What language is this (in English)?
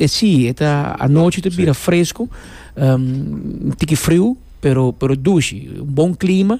Papiamento